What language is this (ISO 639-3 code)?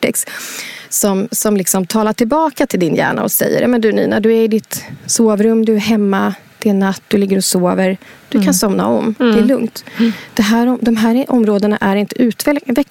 swe